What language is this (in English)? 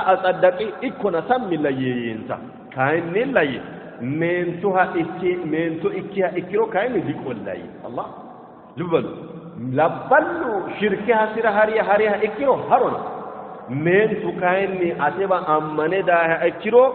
Sidamo